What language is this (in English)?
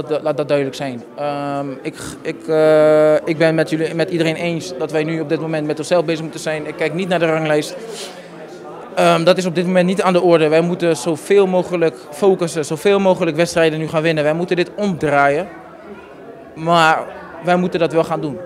Dutch